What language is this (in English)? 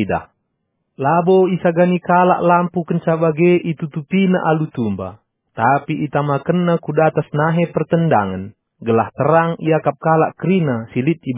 Batak Karo